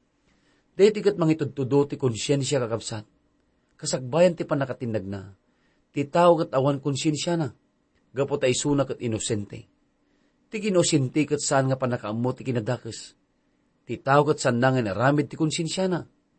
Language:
Iloko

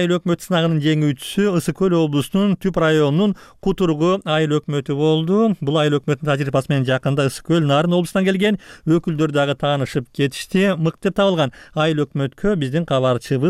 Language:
Kyrgyz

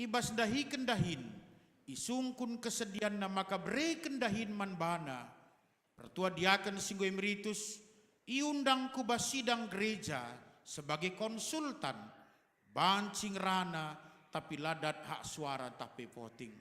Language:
Batak Karo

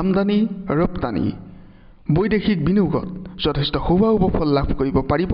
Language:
Assamese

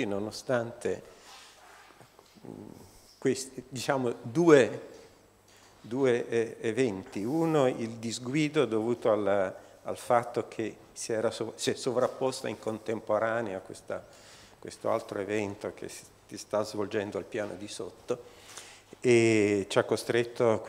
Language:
Italian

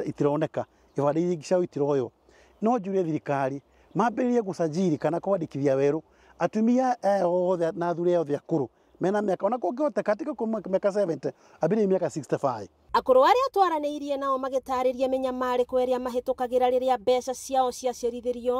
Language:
Kikuyu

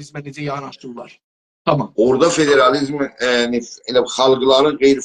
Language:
South Azerbaijani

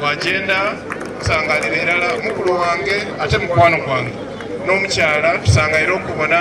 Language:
Soga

